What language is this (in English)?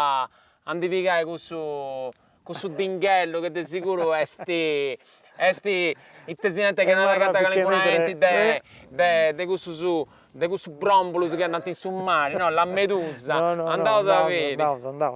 Sardinian